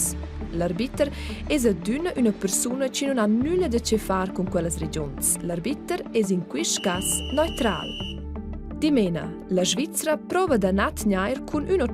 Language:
Romansh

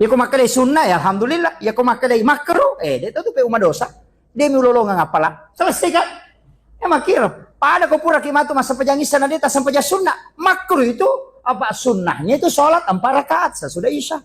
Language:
Buginese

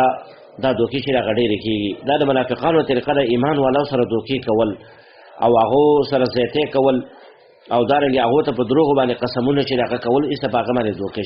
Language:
Pashto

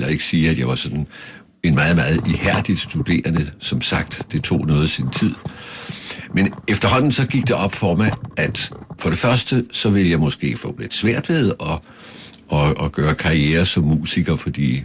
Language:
Danish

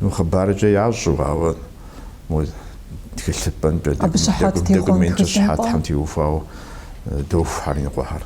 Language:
Kabardian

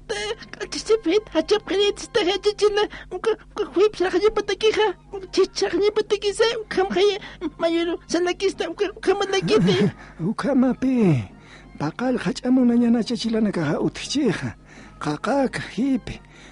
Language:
Aymara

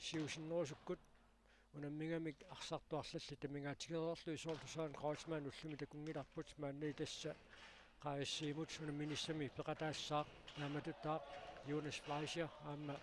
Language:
Kalaallisut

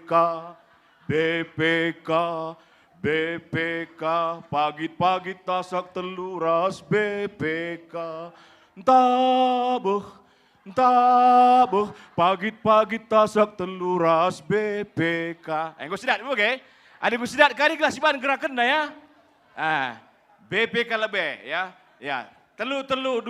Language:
Batak Karo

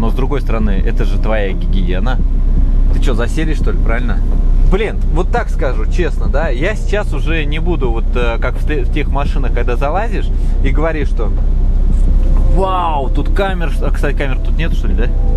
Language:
Russian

